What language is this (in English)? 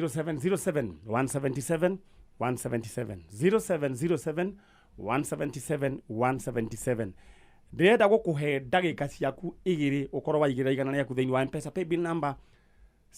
Kikuyu